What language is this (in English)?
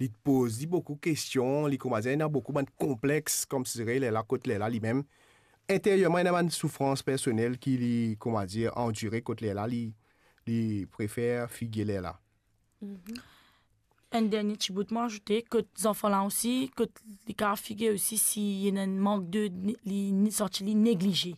Morisyen